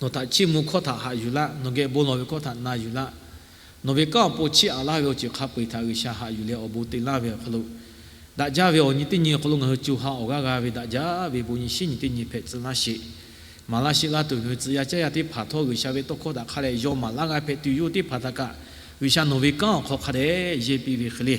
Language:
Lahu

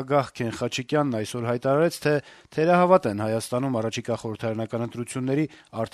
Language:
Armenian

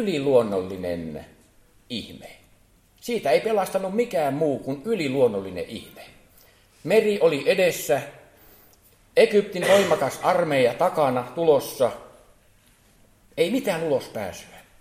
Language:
Finnish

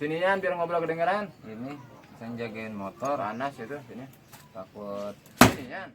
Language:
Betawi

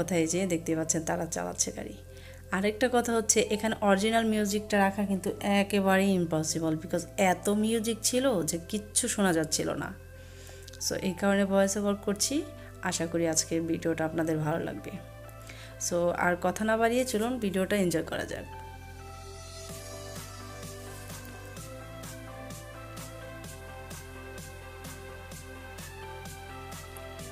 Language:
Bangla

